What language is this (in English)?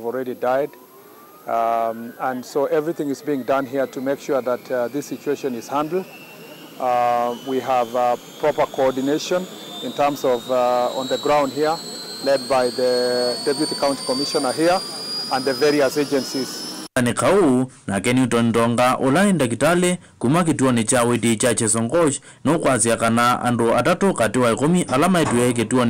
Kamba